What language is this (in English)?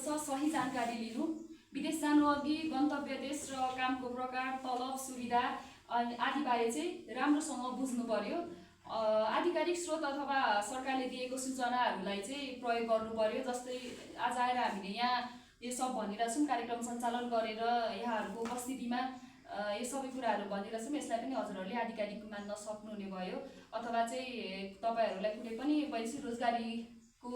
Nepali